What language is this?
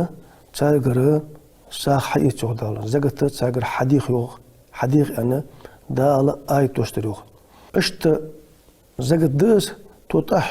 Ingush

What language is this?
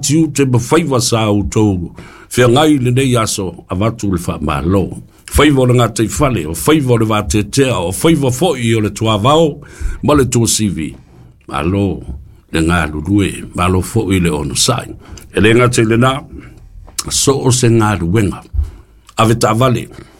Samoan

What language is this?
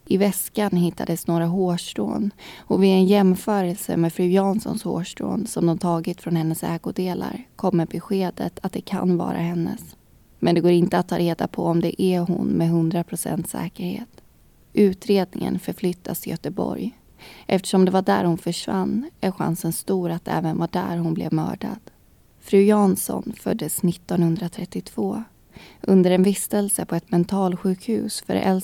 Swedish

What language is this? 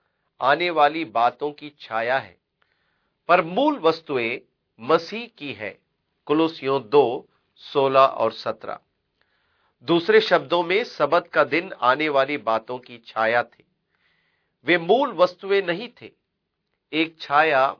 Hindi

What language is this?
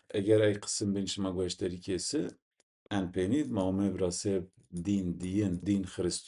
Zaza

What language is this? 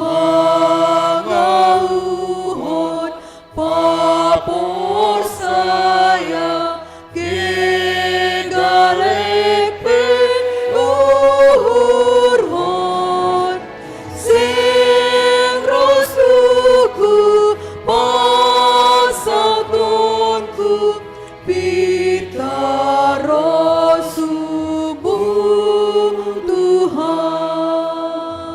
Batak Simalungun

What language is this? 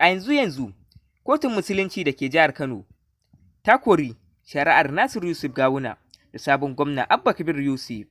Hausa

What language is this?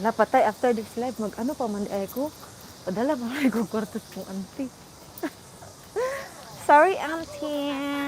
Cebuano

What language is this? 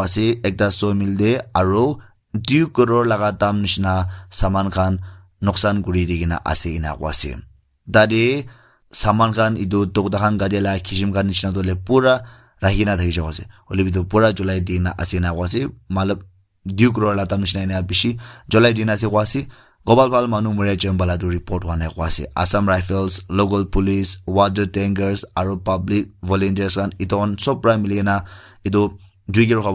Naga Pidgin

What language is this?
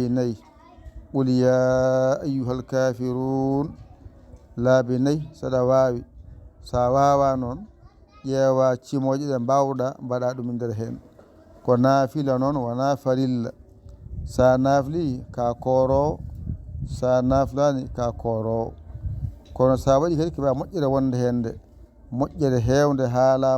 Fula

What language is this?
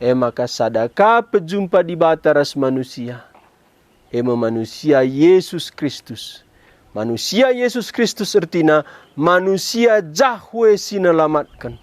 Batak Karo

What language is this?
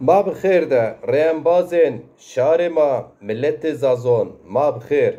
Zaza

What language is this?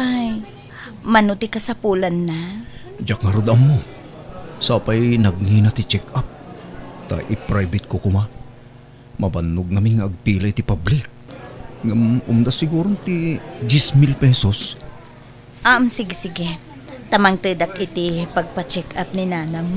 Iloko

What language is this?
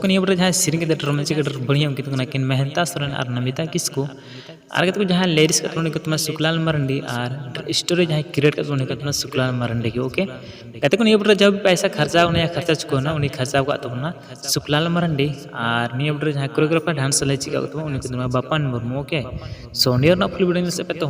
Santali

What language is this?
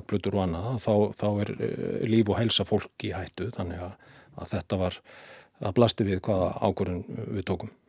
Icelandic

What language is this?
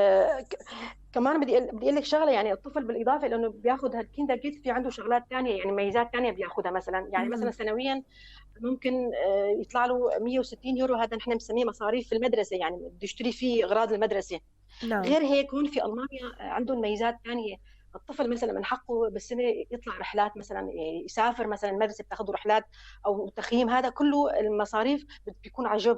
North Levantine Arabic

